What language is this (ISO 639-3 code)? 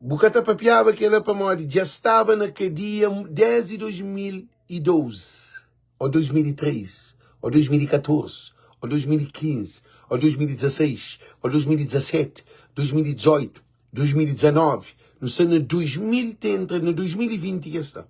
kea